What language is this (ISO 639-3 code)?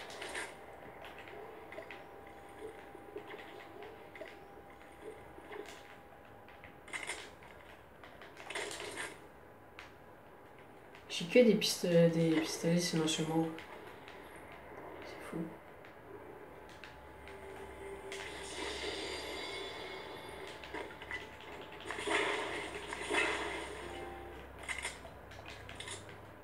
fra